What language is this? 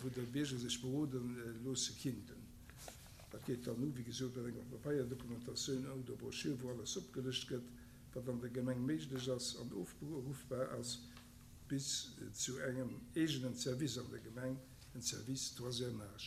Luxembourgish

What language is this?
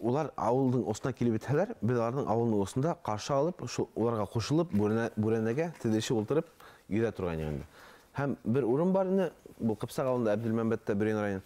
Bashkir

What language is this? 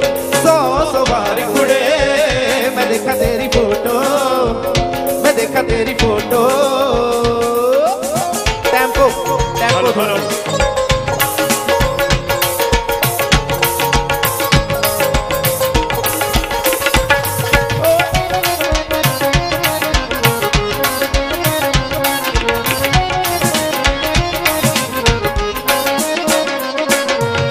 Punjabi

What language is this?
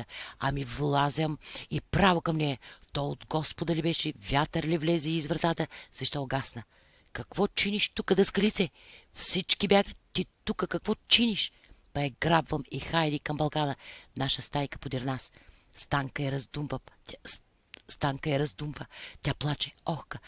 Bulgarian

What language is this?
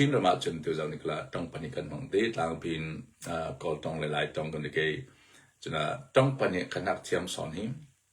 Hakha Chin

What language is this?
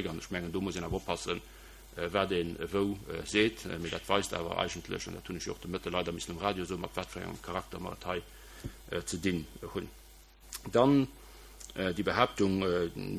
Luxembourgish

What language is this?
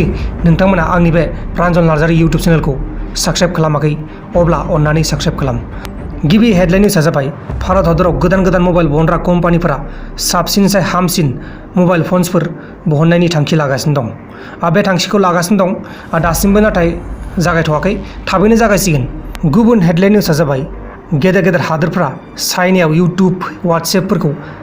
Bodo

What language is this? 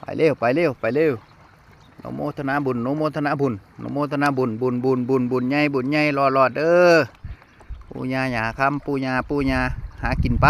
Northeastern Thai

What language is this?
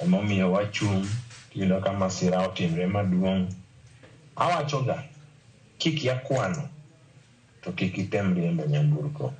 Luo (Kenya and Tanzania)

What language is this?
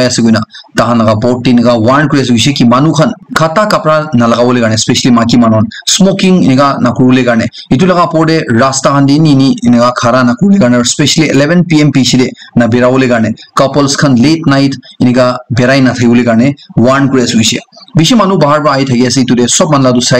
Naga Pidgin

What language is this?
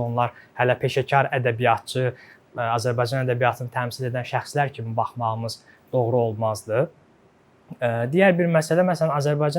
Azerbaijani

